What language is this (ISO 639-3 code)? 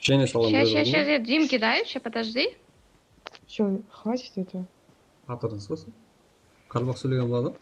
kaa